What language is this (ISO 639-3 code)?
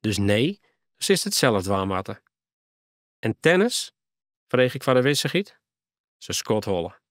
fry